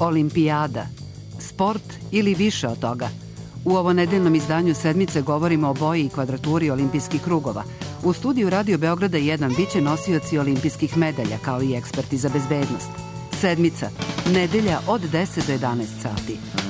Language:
Serbian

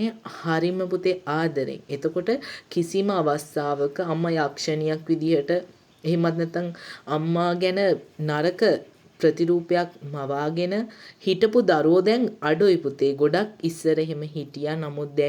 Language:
Sinhala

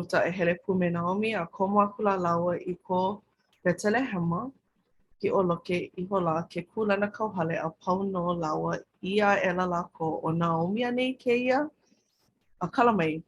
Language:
Hawaiian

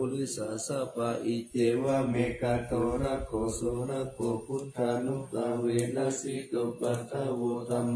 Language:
Pali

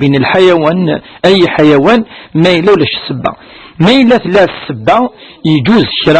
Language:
Kabyle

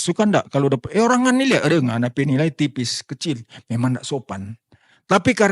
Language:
Manado Malay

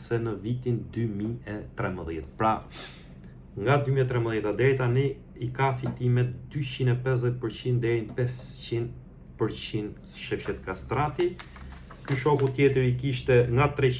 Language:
Albanian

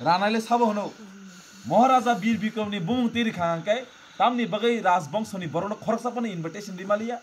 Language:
Kok Borok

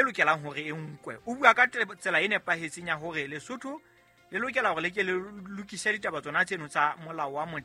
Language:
Southern Sotho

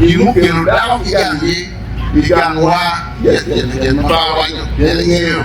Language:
Acoli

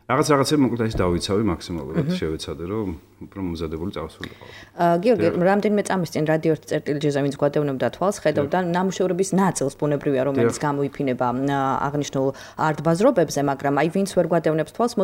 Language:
Georgian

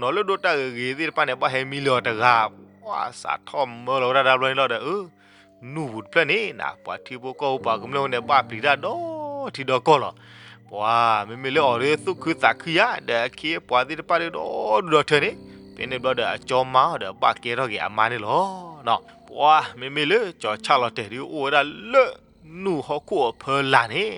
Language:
S'gaw Karen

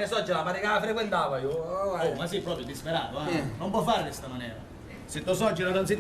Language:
Sicilian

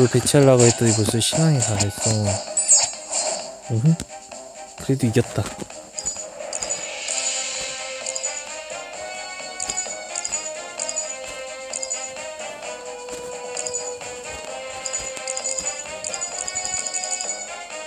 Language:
Korean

